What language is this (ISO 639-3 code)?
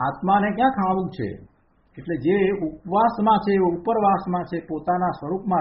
guj